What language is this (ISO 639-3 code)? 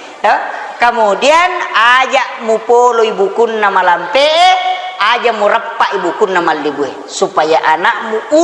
bug